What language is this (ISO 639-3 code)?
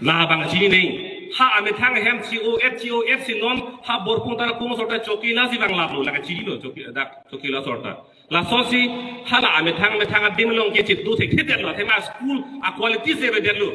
mjw